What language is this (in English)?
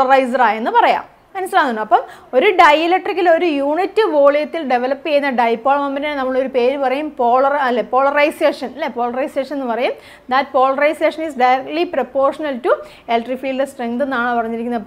Malayalam